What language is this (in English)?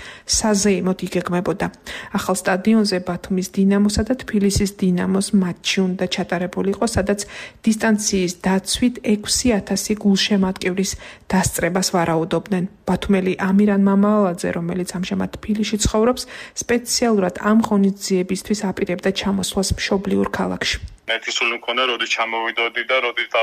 Georgian